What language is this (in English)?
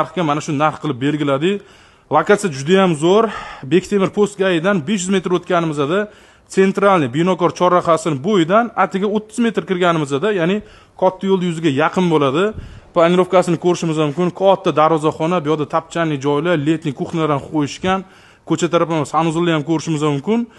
Uzbek